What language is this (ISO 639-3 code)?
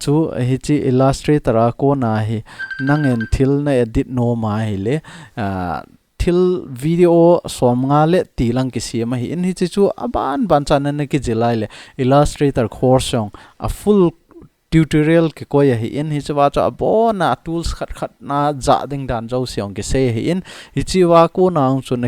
tcz